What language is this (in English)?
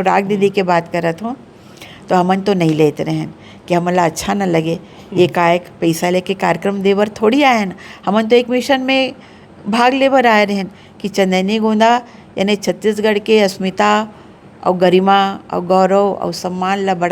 Chhattisgarhi